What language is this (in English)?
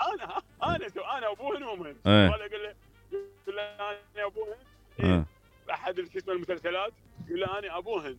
Mesopotamian Arabic